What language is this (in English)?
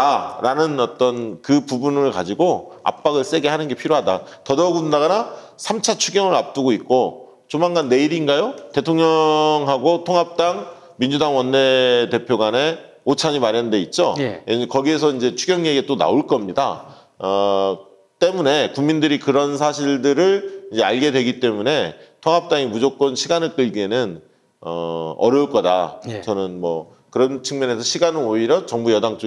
Korean